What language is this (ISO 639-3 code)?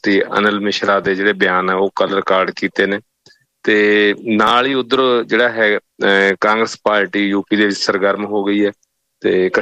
pan